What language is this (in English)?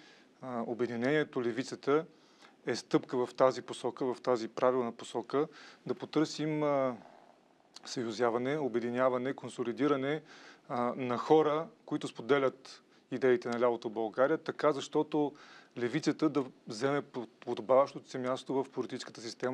Bulgarian